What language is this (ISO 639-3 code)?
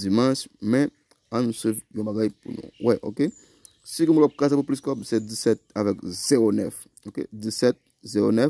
hat